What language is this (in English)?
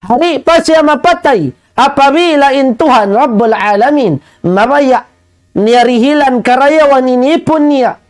Tausug